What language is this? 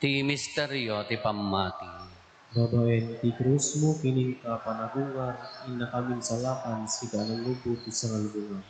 Iloko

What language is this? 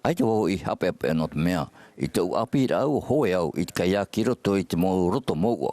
Tahitian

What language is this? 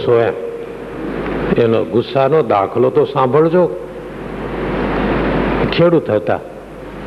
Gujarati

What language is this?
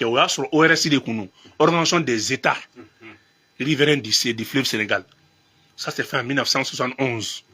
Bambara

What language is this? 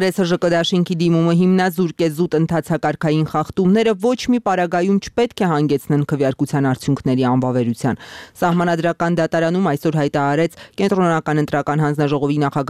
Armenian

